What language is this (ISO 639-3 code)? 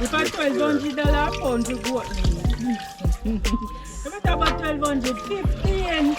jam